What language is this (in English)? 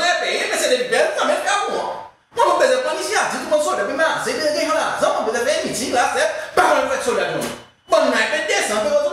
Seselwa Creole French